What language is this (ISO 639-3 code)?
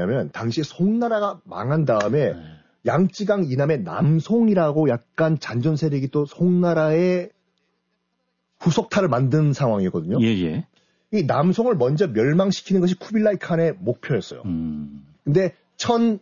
kor